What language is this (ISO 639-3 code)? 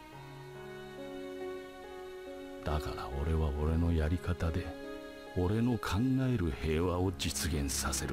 jpn